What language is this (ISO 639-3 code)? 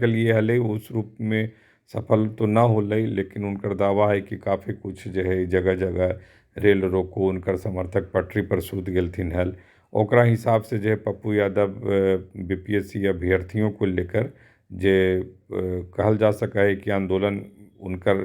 mag